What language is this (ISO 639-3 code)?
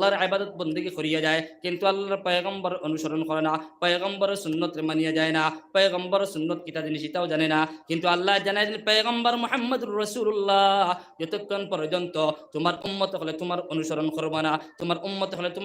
syl